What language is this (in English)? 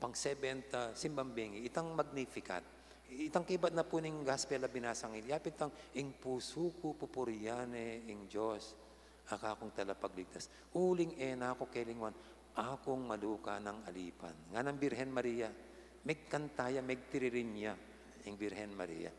Pampanga